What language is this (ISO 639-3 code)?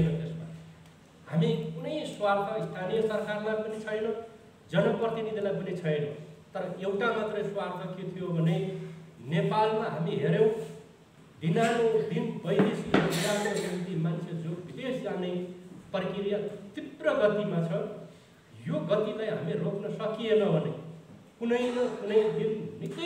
nep